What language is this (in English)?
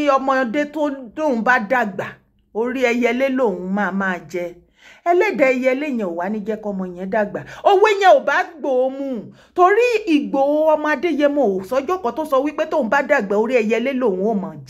Yoruba